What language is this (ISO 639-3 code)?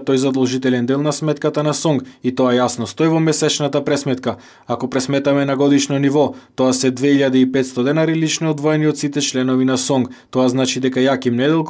mkd